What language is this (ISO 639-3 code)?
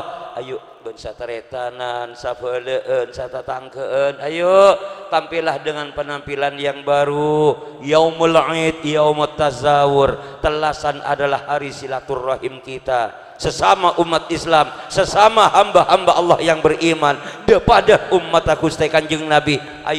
mad